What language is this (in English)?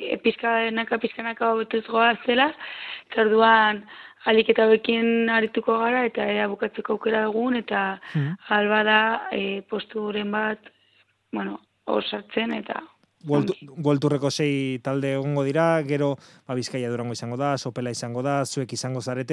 Basque